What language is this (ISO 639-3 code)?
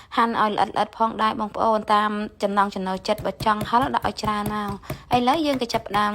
khm